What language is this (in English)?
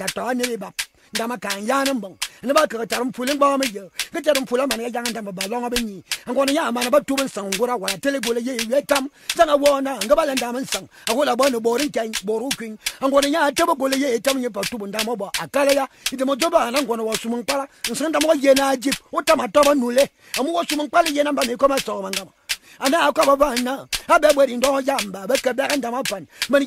Fang